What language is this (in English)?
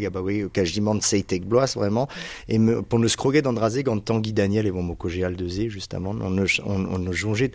Breton